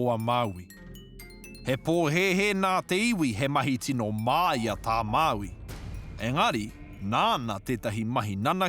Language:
Māori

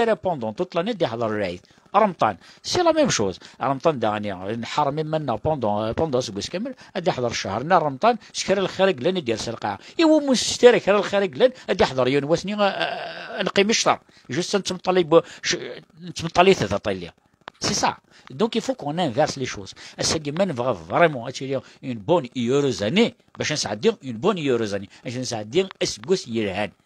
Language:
Kabyle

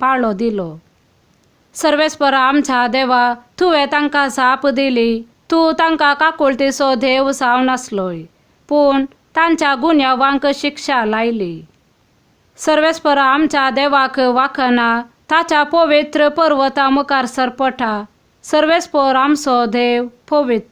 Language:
Konkani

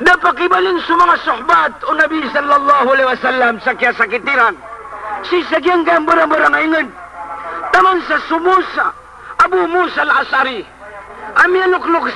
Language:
Maranao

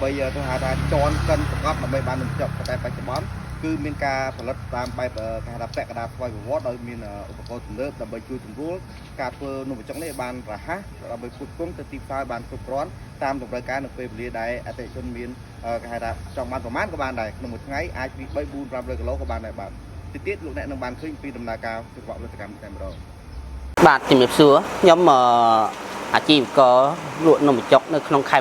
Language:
Khmer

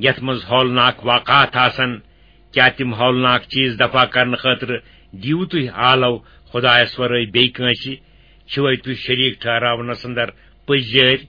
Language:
Kashmiri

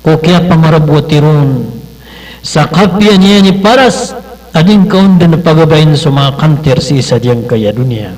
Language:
Maranao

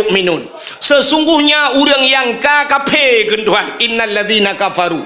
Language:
Achinese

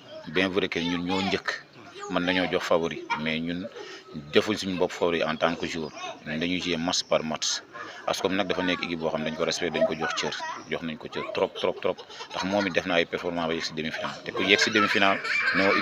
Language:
Wolof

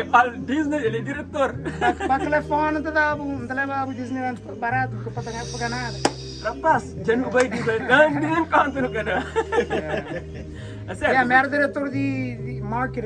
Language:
Kabuverdianu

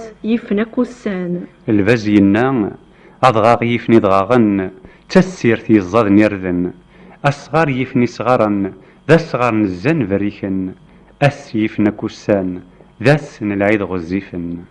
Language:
Kabyle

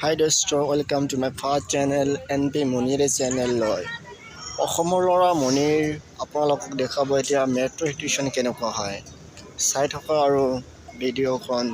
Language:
Assamese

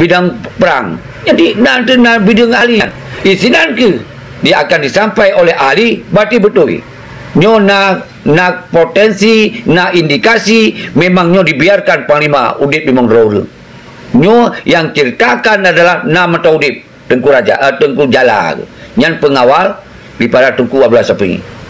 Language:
Achinese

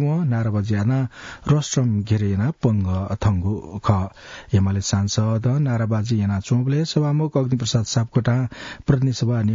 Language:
Newari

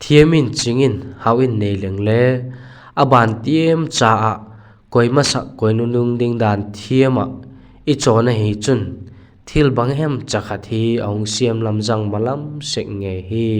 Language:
Vaiphei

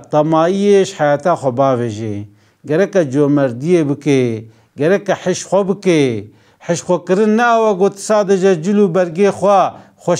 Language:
Kurdish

